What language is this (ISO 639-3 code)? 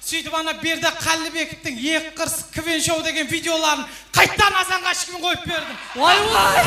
kaa